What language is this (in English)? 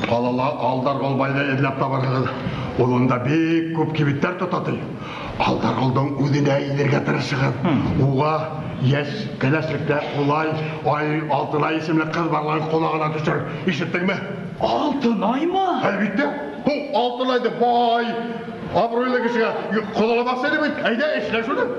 Bashkir